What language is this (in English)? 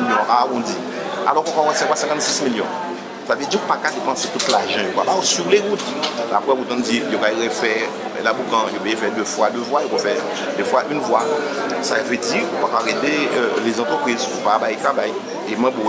Guadeloupean Creole French